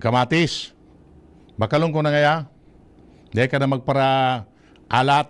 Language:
Bikol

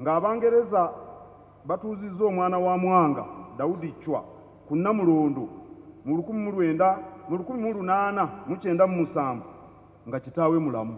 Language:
Ganda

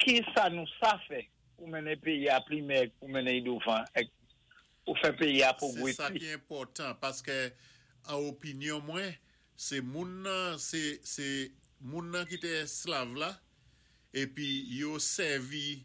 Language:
Saint Lucian Creole French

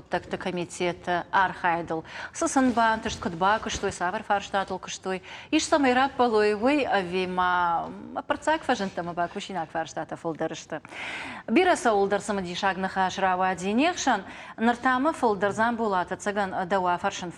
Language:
Ossetic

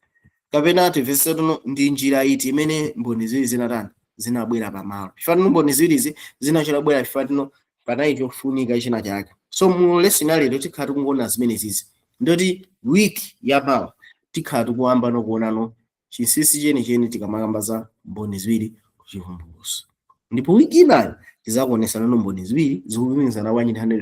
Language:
Nyanja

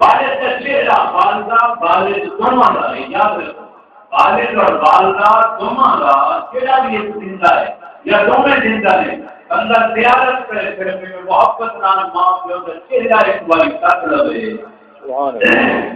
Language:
Saraiki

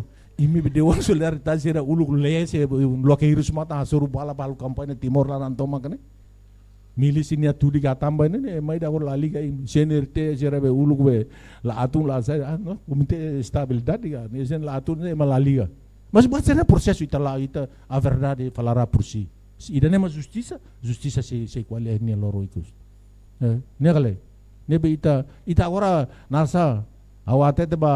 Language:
Tetum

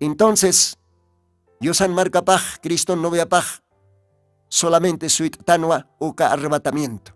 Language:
Aymara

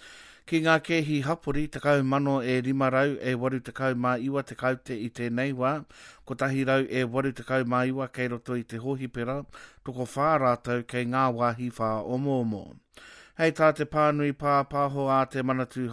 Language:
Māori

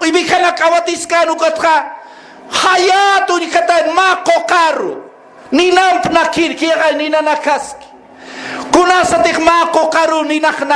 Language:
Aymara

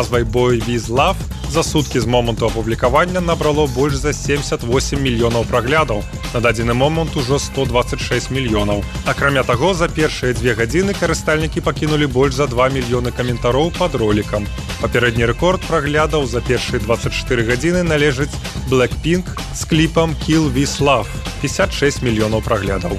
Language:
Belarusian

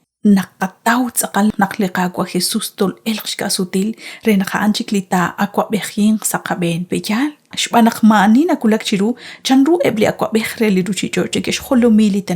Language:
Kekchí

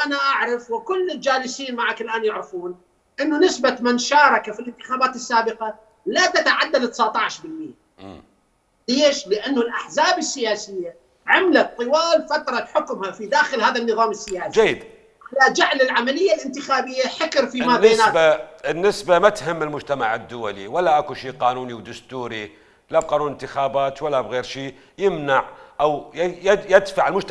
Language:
Mesopotamian Arabic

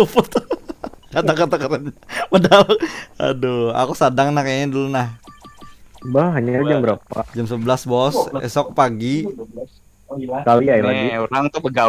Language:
Banjar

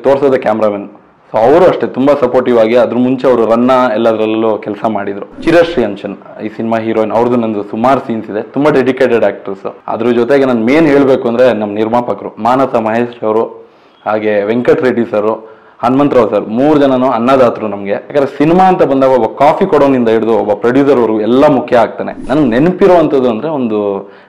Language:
Kannada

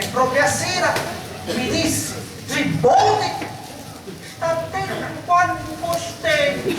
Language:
Sicilian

